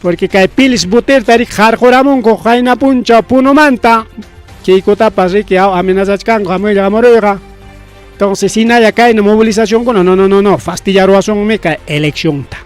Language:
Ayacucho Quechua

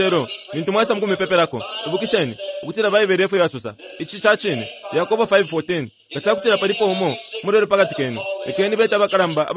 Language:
Bemba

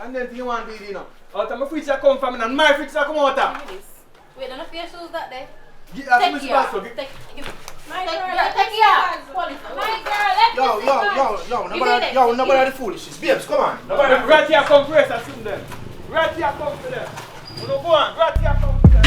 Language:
Jamaican Creole English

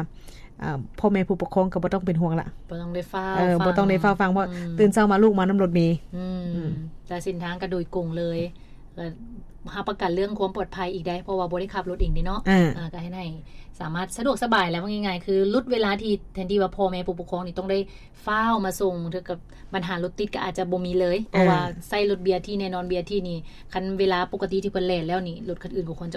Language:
Lao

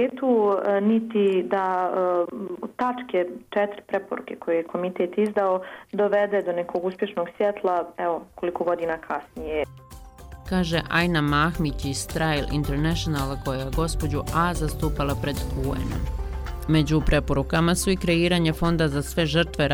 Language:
Bosnian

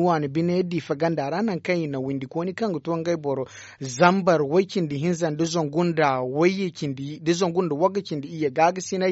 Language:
Zarma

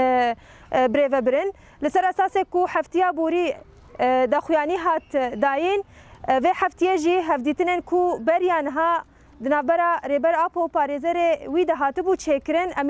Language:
Kurdish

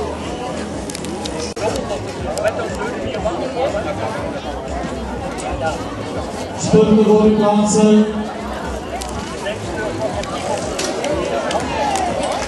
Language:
Dutch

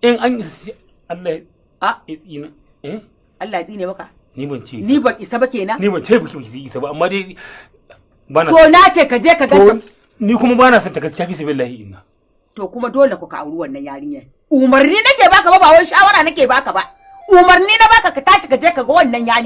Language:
Hausa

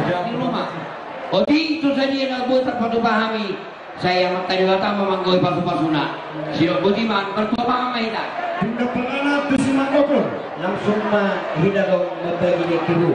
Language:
Batak Toba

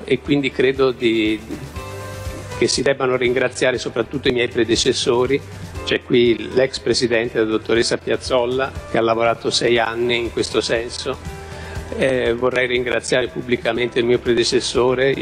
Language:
Italian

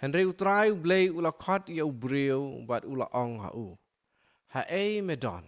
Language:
Khasi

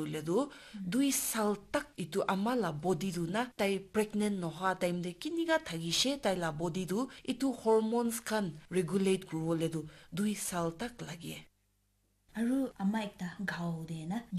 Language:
Naga Pidgin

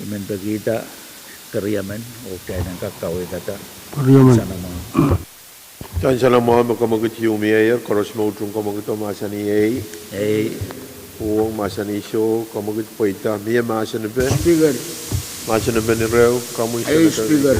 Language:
Pohnpeian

